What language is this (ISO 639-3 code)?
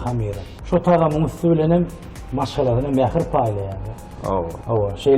tuk